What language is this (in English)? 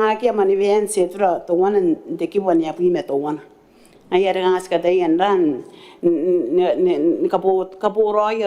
Gilbertese